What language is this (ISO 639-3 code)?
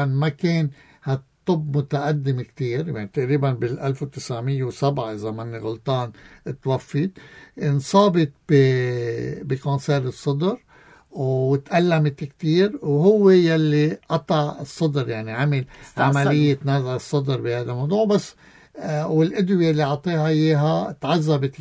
apc